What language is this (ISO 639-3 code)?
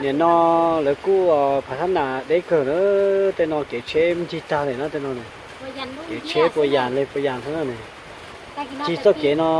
hmn